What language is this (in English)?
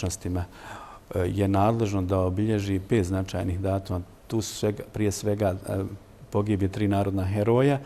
Bosnian